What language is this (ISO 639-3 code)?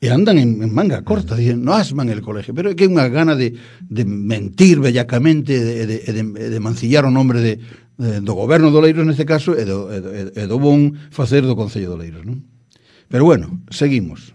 glg